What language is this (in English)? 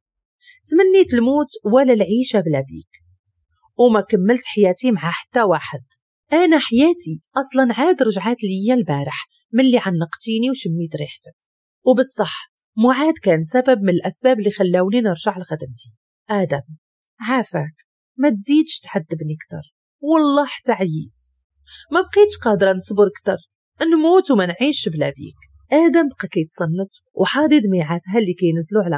Moroccan Arabic